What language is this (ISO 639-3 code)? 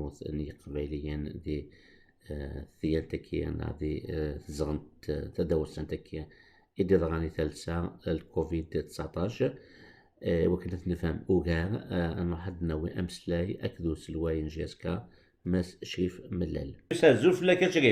kab